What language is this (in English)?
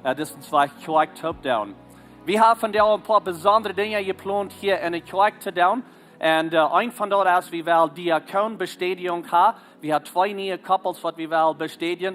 Plautdietsch